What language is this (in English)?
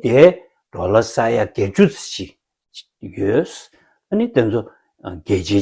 Tibetan